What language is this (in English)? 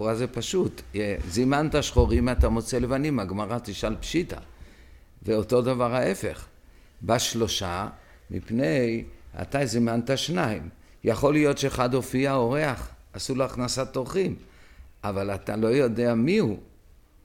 Hebrew